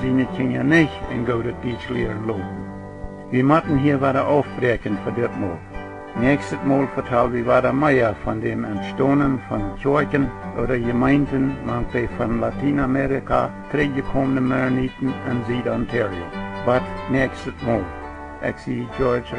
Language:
Plautdietsch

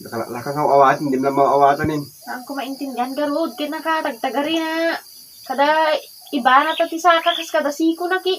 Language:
Iloko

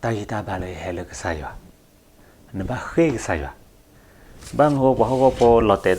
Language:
S'gaw Karen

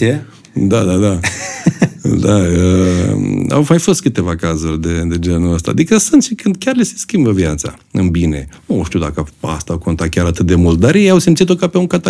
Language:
Romanian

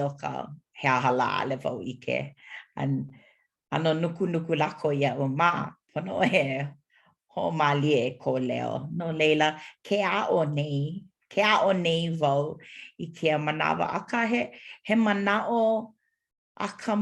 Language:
Hawaiian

